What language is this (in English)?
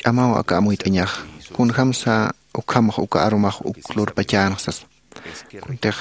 Aymara